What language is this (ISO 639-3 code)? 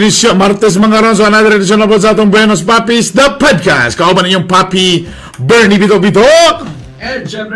ceb